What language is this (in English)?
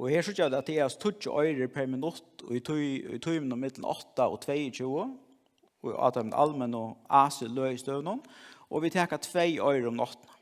Faroese